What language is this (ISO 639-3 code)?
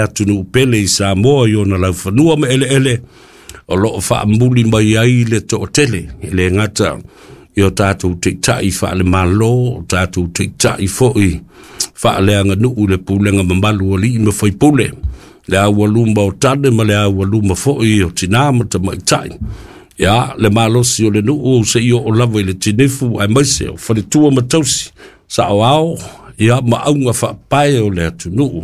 smo